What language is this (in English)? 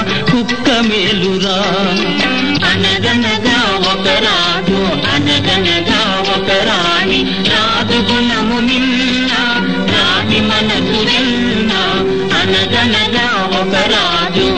Telugu